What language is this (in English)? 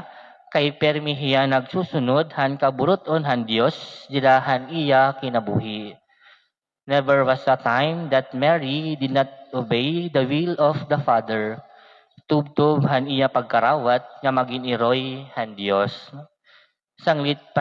Waray